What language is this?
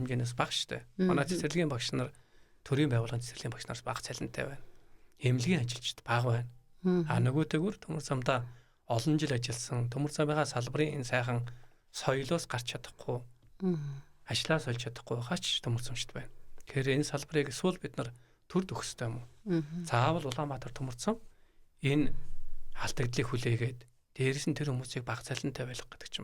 Mongolian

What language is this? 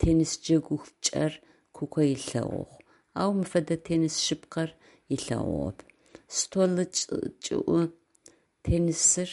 Adyghe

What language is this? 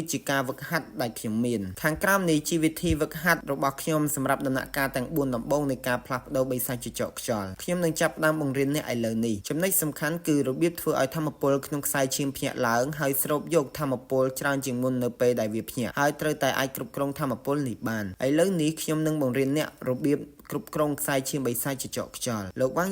Khmer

